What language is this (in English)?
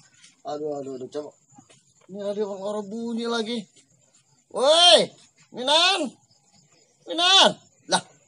Betawi